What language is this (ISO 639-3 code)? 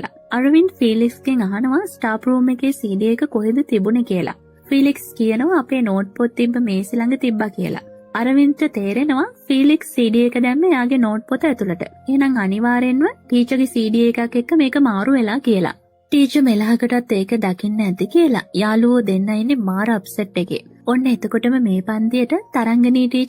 sin